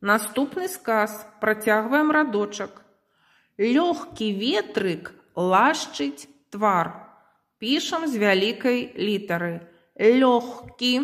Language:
Belarusian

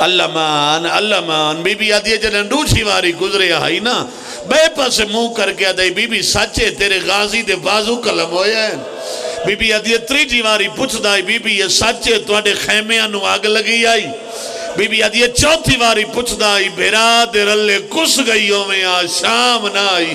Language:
Pahari-Potwari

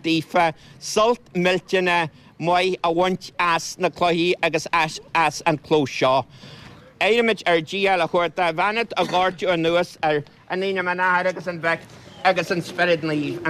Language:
Irish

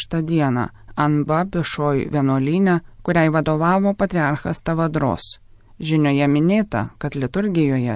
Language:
Lithuanian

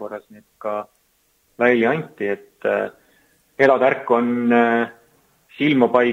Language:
Estonian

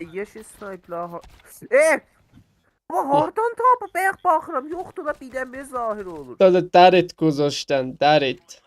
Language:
South Azerbaijani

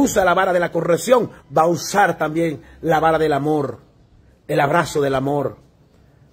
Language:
Spanish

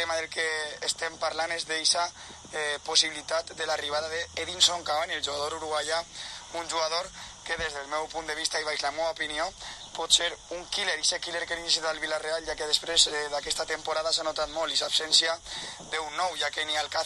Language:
Catalan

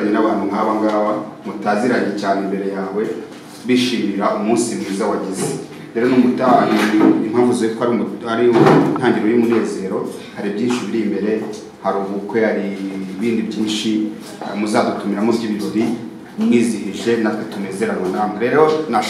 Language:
Kinyarwanda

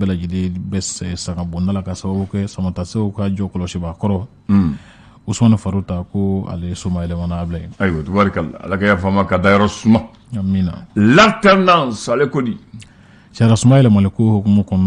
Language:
Bambara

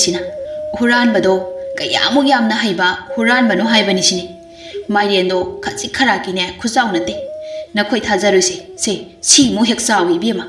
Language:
Manipuri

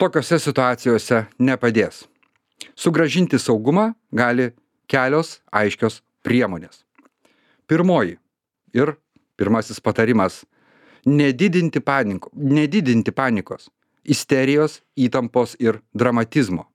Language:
Lithuanian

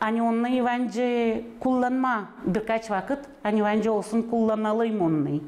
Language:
Gagauz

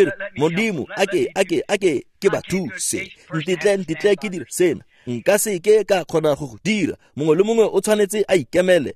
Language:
Tswana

